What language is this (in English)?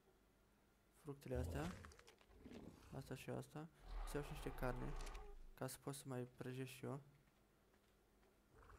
Romanian